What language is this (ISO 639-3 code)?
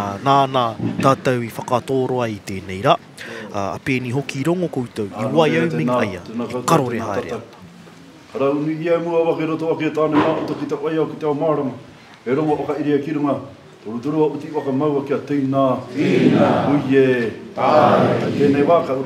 mri